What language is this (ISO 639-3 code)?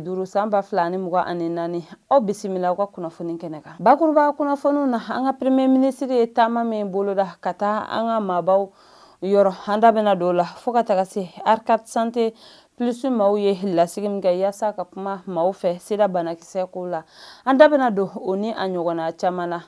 bam